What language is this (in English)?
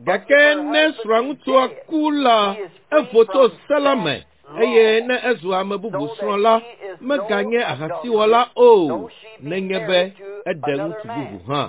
Ewe